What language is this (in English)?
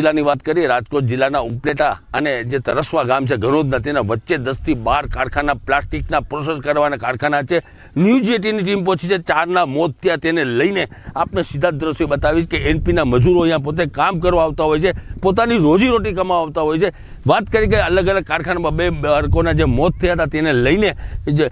Gujarati